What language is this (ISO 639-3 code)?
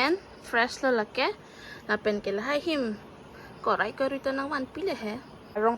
mjw